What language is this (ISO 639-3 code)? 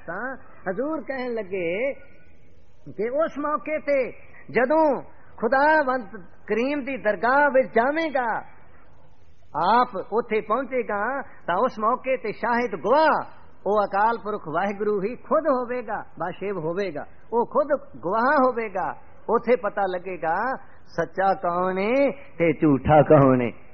pan